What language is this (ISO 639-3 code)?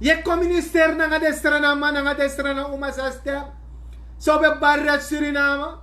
srn